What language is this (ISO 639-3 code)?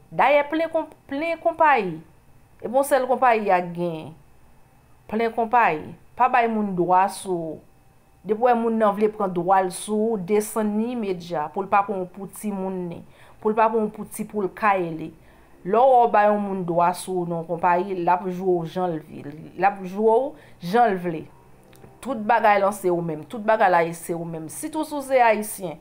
hat